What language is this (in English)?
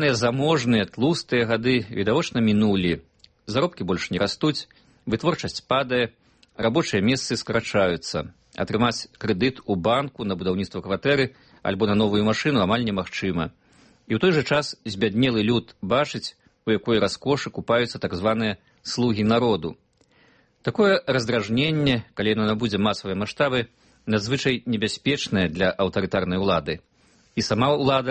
Belarusian